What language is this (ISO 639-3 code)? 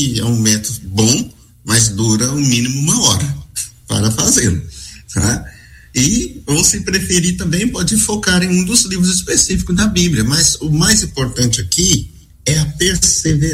por